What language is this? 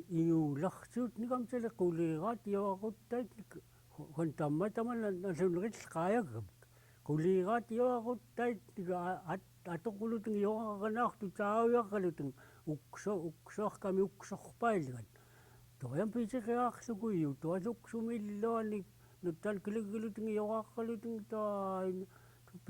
Central Yupik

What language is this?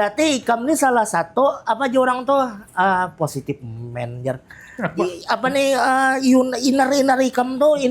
Banjar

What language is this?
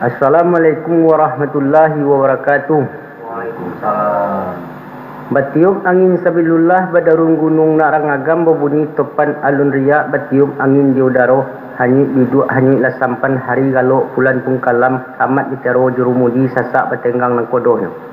Minangkabau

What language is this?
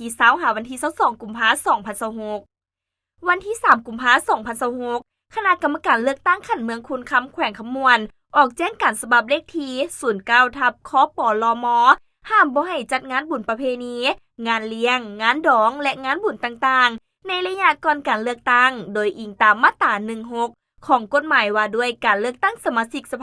Lao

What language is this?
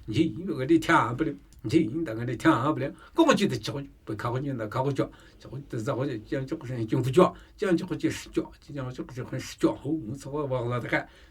Namuyi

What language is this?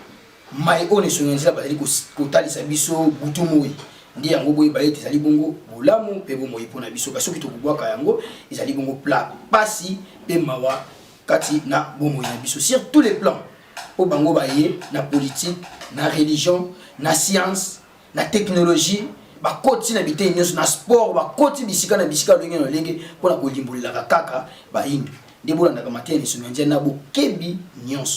Lingala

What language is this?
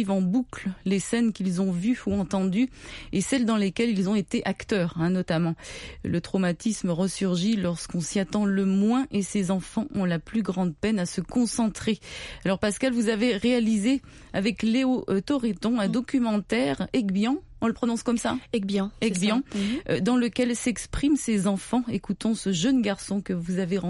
French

